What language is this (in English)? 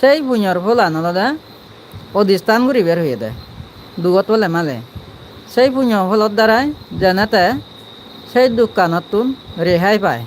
Chakma